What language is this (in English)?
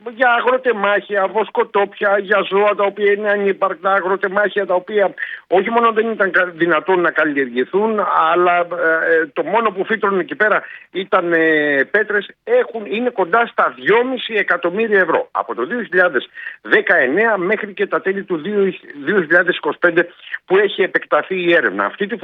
Greek